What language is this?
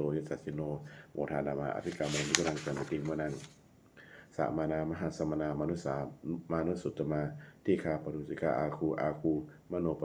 Pali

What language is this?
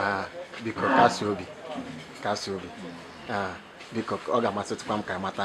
Igbo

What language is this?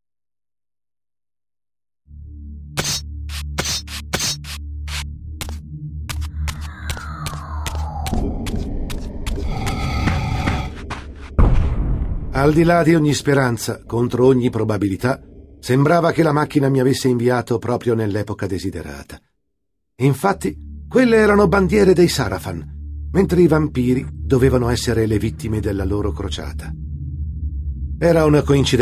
Italian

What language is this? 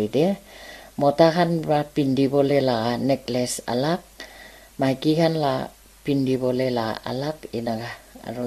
Naga Pidgin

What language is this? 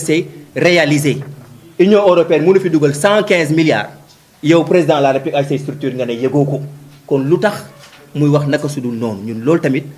Wolof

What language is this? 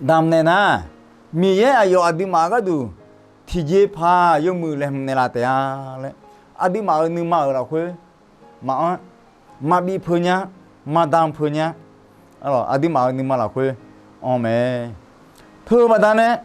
Akha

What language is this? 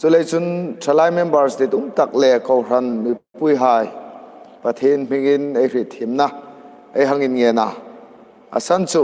Hmar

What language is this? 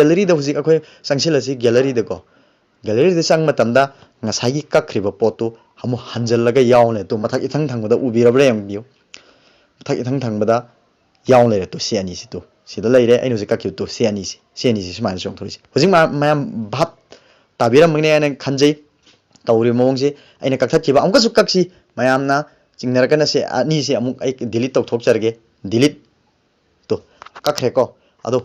Manipuri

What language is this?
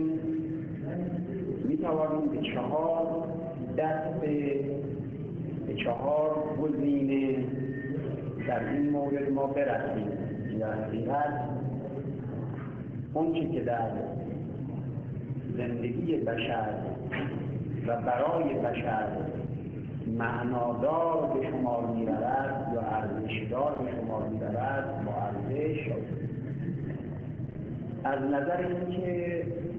Persian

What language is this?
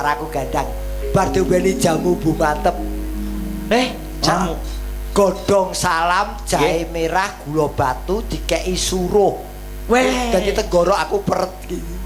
Javanese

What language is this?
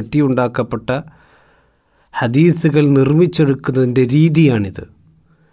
Malayalam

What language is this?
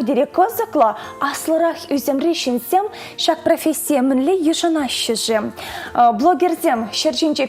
Chuvash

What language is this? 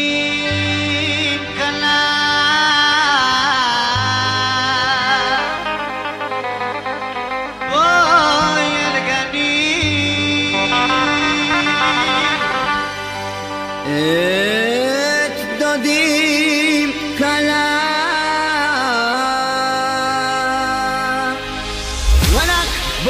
Hebrew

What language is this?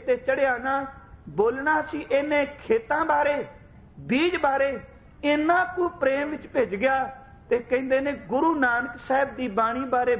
Punjabi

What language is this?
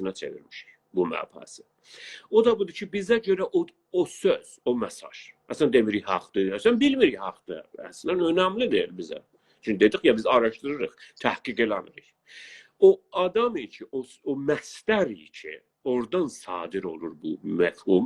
South Azerbaijani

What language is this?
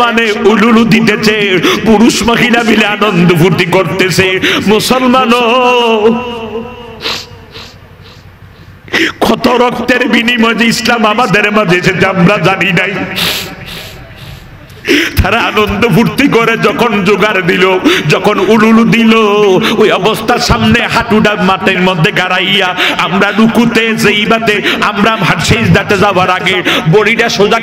Bangla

